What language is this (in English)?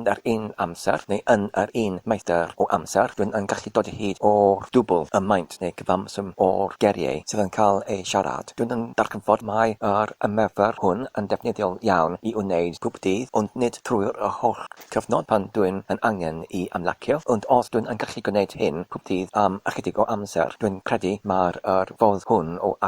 Welsh